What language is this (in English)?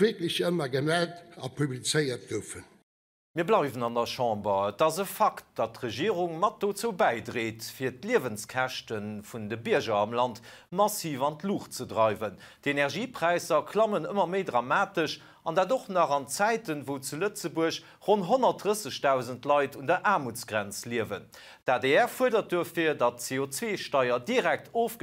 Luxembourgish